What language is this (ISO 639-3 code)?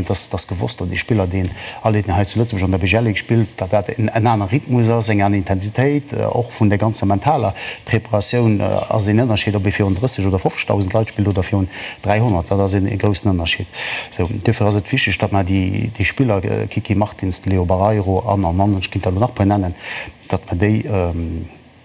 ltz